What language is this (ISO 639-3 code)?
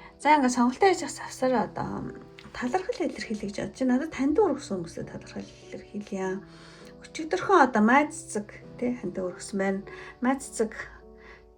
mon